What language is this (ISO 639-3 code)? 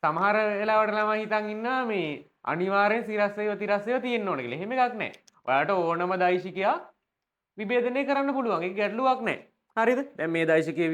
sin